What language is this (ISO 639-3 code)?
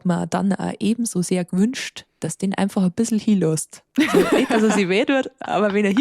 bar